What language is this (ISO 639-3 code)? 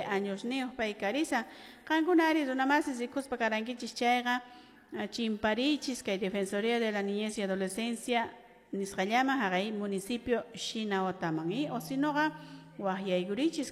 que